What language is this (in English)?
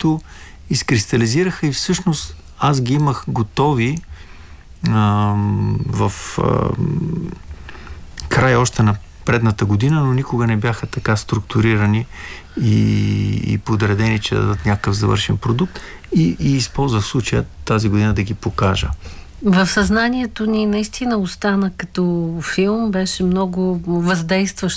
Bulgarian